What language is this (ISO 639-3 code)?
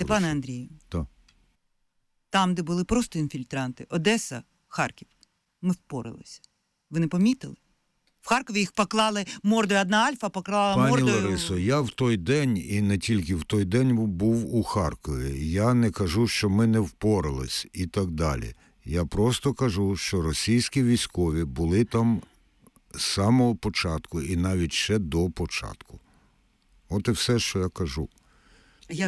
ukr